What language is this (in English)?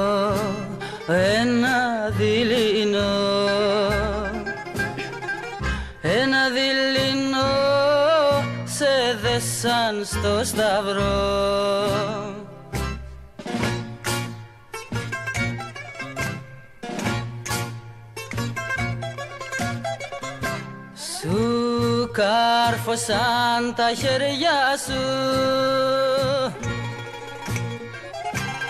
Greek